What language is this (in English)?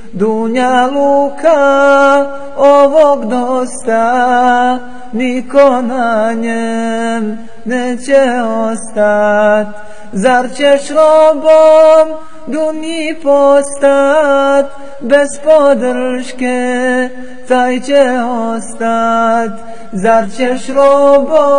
Bosnian